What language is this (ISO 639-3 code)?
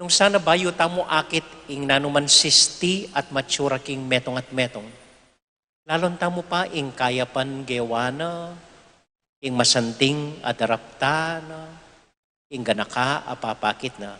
pam